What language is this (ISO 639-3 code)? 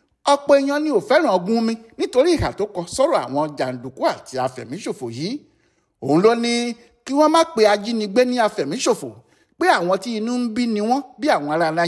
yor